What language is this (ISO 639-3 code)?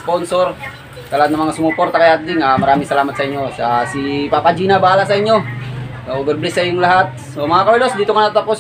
fil